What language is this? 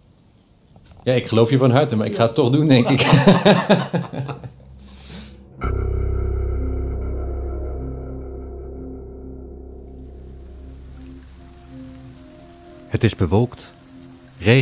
Dutch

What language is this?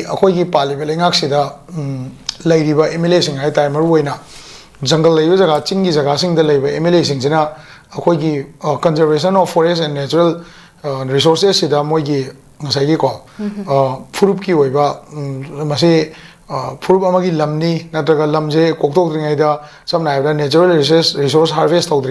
Manipuri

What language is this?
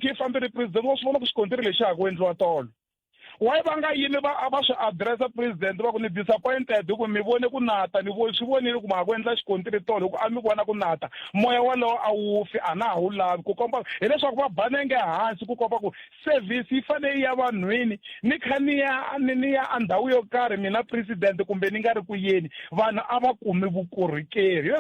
Tsonga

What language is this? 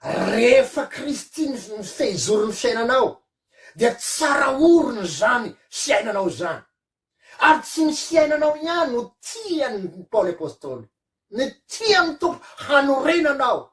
Malagasy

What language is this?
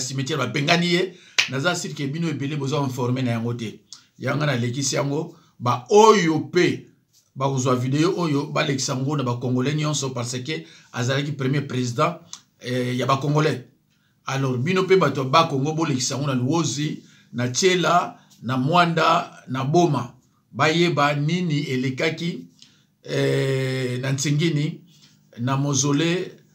Lingala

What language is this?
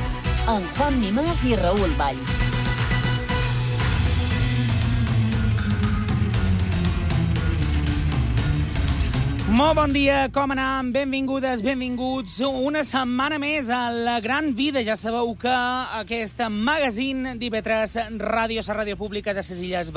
Catalan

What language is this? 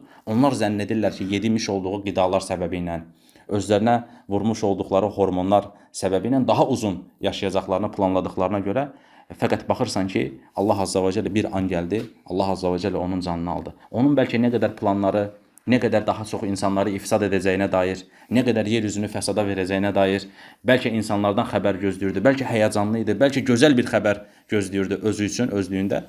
Azerbaijani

